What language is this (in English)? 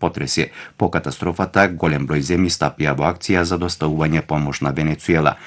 Macedonian